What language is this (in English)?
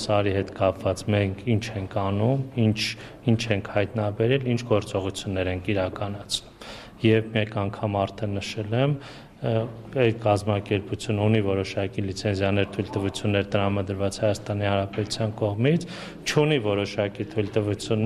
Armenian